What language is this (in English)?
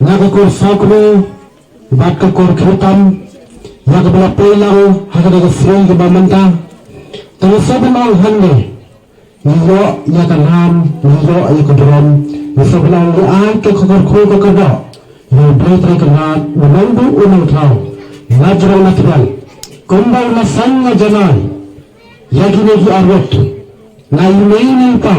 Khasi